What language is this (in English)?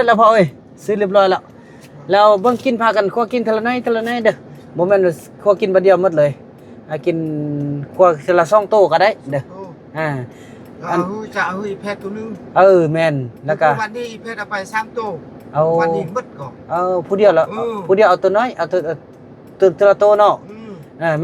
Northeastern Thai